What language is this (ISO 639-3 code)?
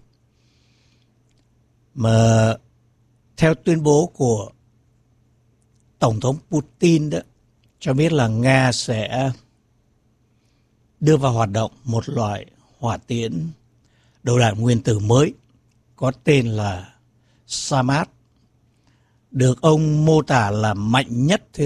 vie